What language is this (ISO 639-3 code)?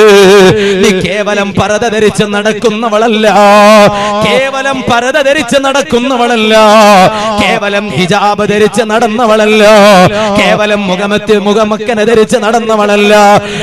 mal